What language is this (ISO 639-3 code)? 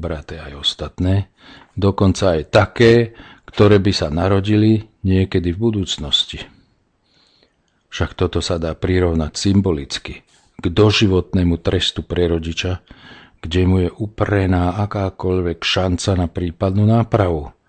slk